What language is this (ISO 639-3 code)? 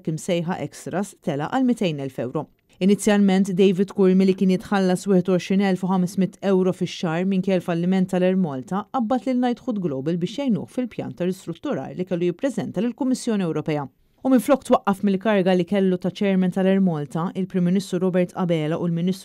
mlt